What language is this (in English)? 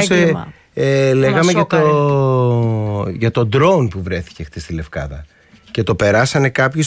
Greek